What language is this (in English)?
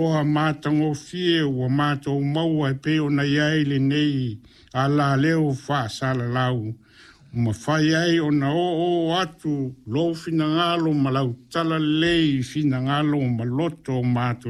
Samoan